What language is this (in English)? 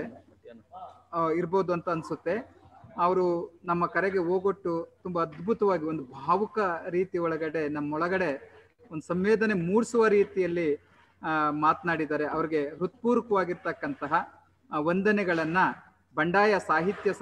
Kannada